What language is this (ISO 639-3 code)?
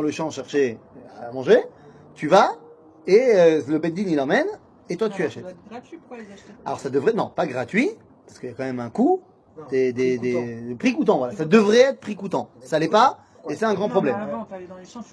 fra